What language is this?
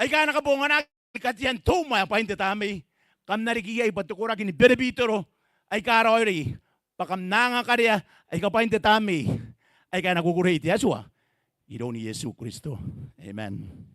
Gilbertese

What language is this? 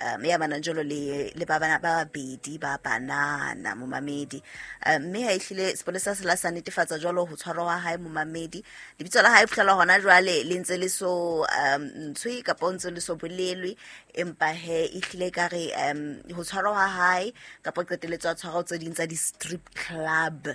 Southern Sotho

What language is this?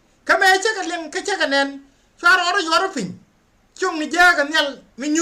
Nuer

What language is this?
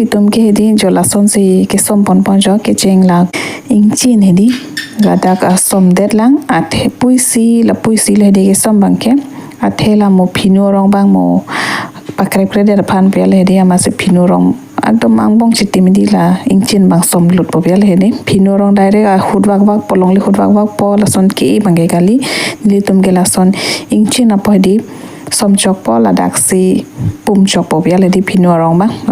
Karbi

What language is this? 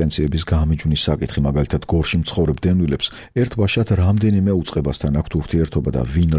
Georgian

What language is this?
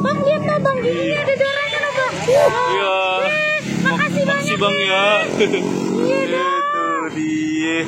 Betawi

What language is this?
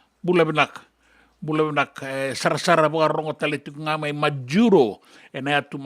Fijian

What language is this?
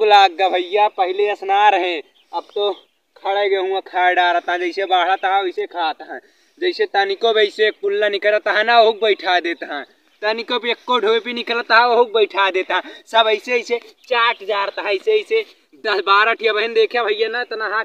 Awadhi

